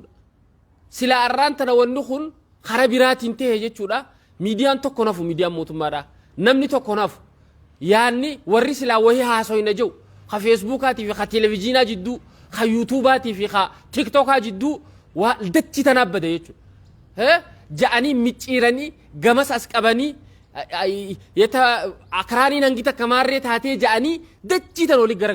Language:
Oromo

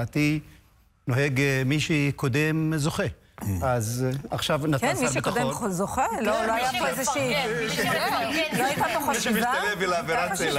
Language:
Hebrew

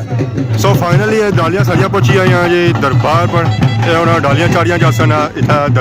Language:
Pahari-Potwari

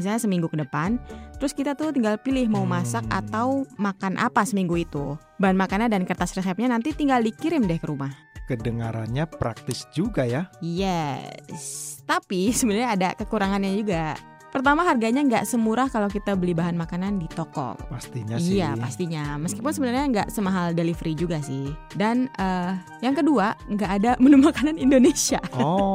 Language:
Indonesian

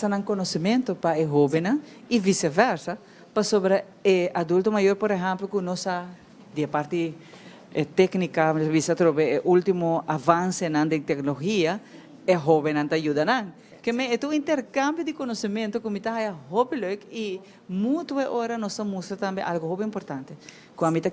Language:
Papiamento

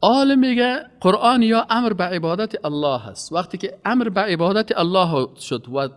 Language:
Persian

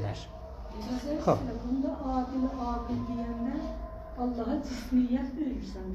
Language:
South Azerbaijani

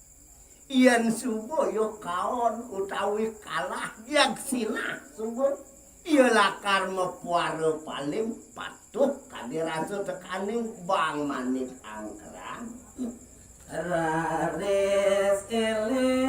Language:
Balinese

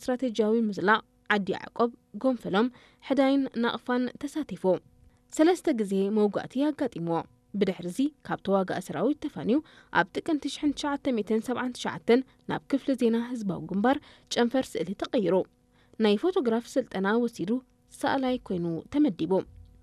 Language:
Tigrinya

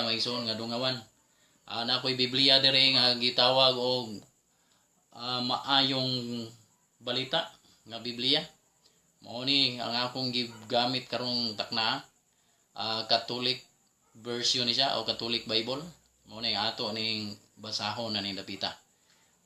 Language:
Cebuano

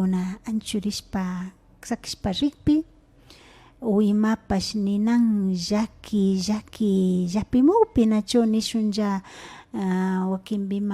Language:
Imbabura Highland Quichua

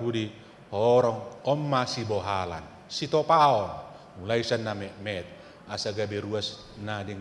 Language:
Batak Toba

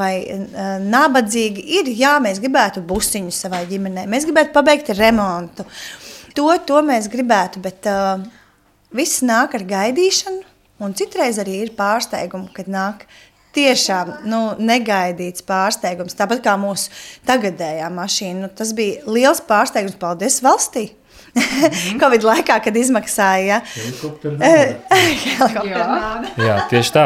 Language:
Latvian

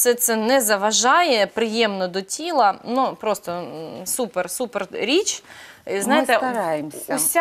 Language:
Ukrainian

